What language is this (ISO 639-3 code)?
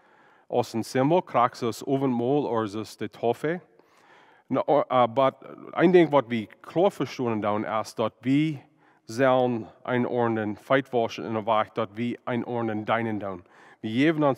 pdt